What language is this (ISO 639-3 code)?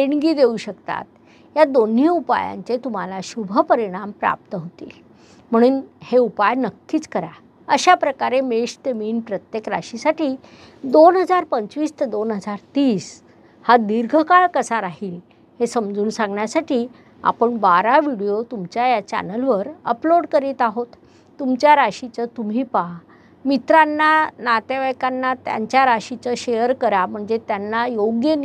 mar